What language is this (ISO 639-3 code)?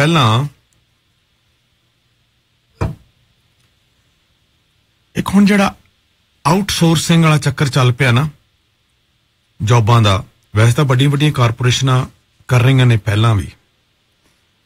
pan